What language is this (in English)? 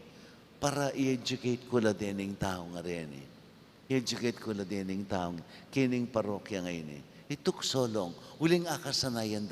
Pampanga